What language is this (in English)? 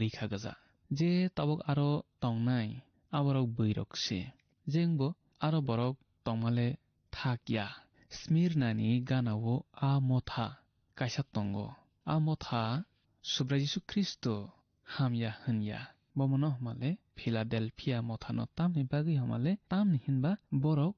Kok Borok